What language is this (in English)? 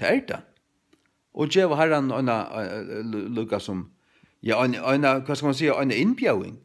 Faroese